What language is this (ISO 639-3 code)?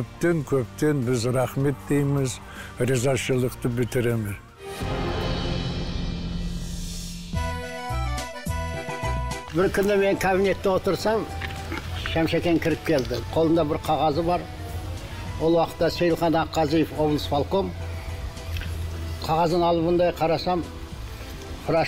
kaz